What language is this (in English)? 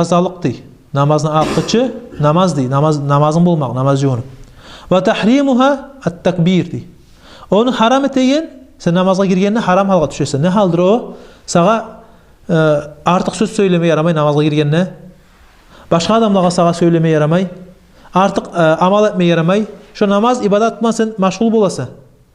Kumyk